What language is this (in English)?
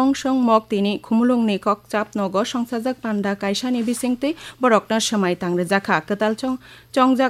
Kok Borok